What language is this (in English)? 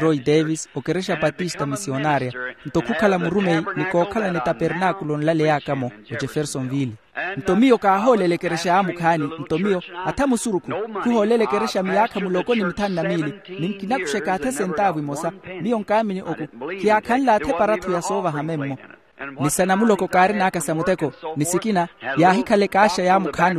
Makhuwa